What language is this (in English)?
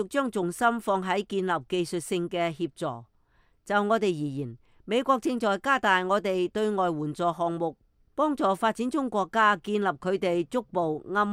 Cantonese